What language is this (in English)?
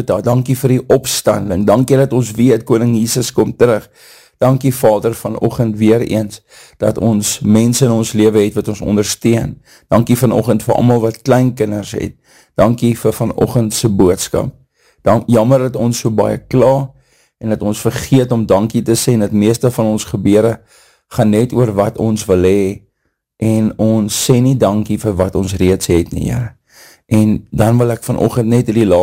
Afrikaans